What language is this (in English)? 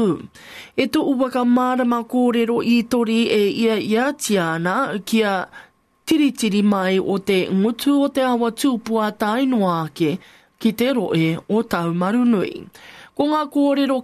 Māori